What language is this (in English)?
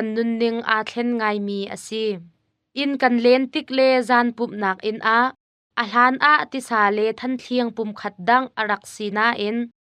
Hakha Chin